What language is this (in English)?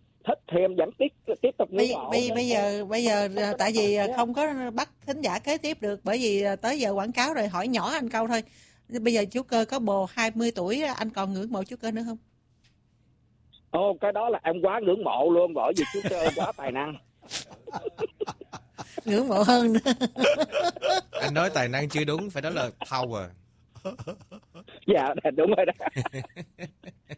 Vietnamese